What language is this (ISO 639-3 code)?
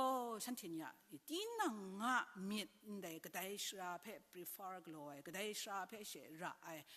kac